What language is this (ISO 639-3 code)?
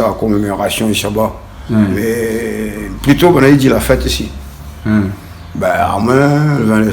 rcf